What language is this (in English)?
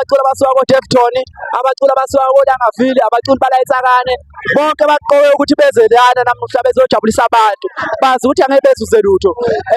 Zulu